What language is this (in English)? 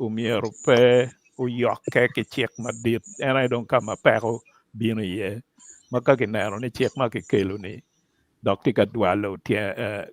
Acoli